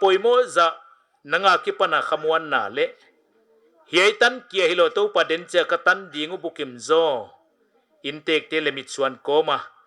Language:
Paite Chin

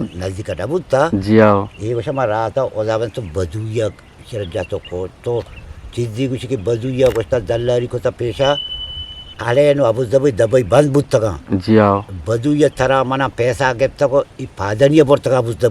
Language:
Eastern Balochi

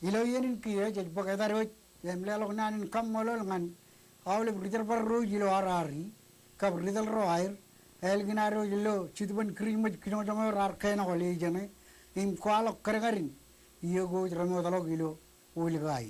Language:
Marshallese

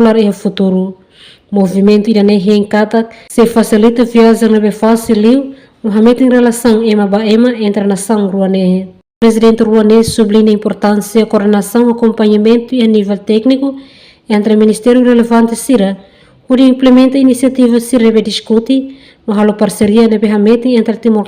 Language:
Tetum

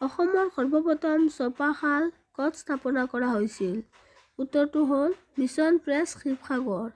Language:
Assamese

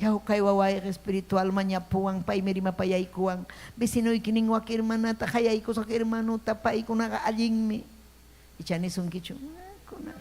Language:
Ayacucho Quechua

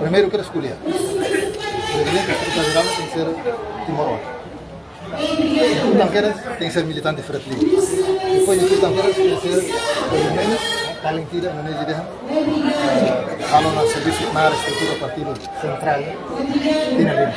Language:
Tetum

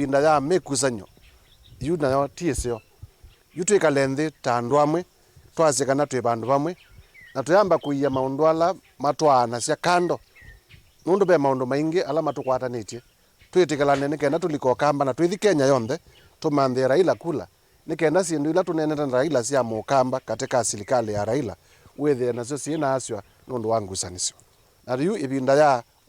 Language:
Kamba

